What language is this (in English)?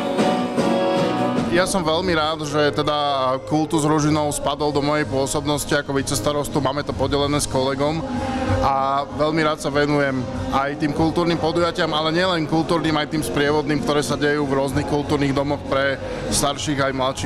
Slovak